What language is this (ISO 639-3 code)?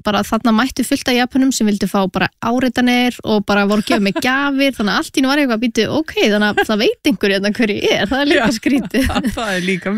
isl